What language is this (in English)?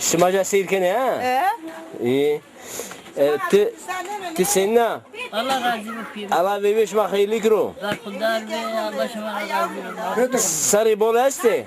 Zaza